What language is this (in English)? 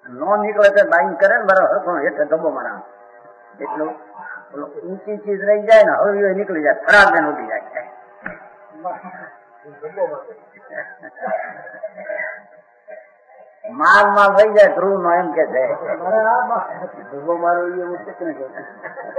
Gujarati